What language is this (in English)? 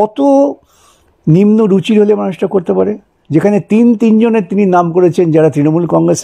Bangla